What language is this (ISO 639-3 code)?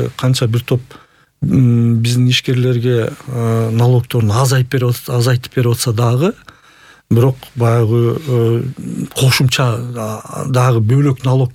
kir